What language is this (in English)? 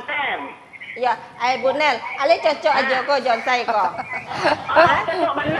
Minangkabau